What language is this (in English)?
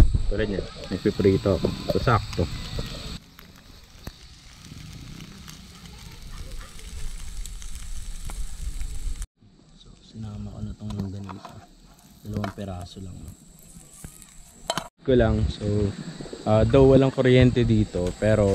Filipino